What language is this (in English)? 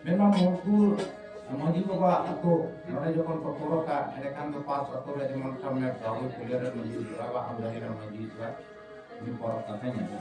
Santali